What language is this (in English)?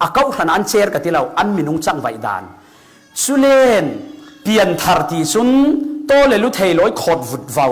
Falam Chin